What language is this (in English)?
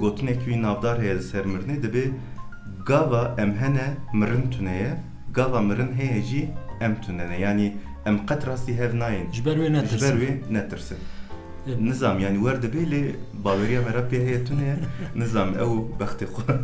Kurdish